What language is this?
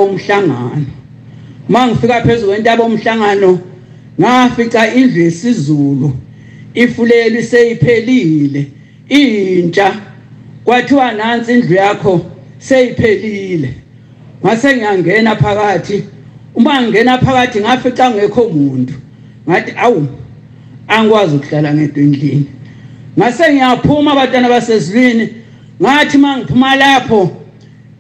Zulu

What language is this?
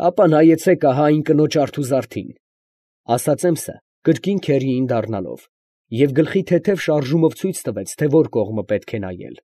Armenian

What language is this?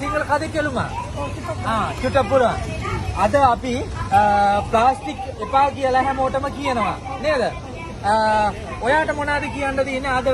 Sinhala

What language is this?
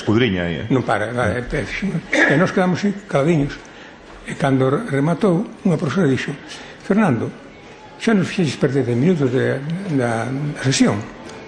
Galician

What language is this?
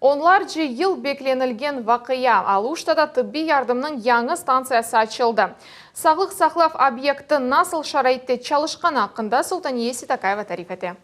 Crimean Tatar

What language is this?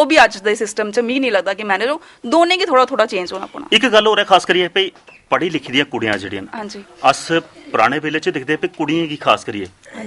Dogri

